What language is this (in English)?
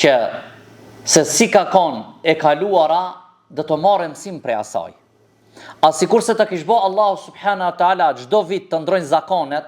Albanian